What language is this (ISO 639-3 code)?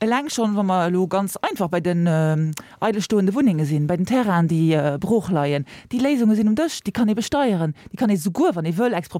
ltz